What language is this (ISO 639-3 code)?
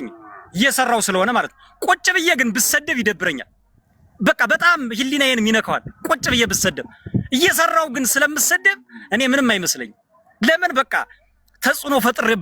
amh